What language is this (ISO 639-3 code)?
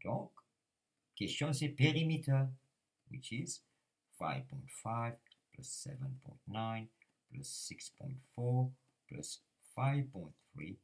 mfe